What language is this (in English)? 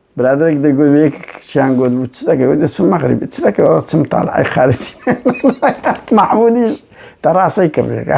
Central Kurdish